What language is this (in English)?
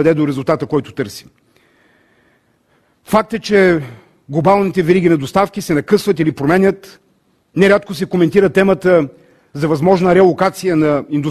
Bulgarian